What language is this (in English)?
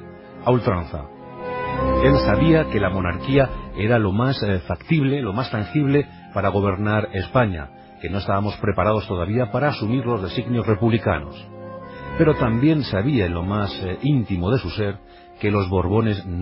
Spanish